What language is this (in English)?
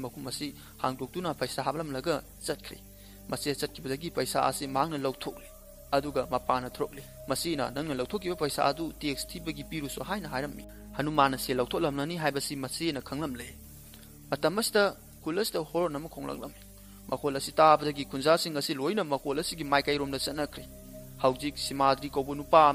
Manipuri